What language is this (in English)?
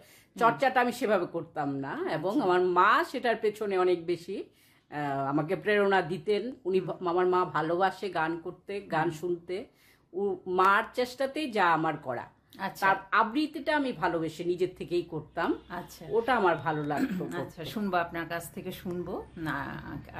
Bangla